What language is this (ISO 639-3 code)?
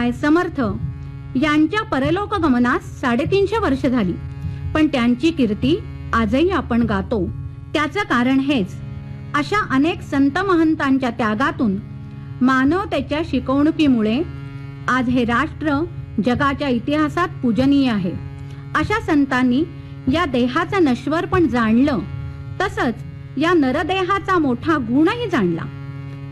mar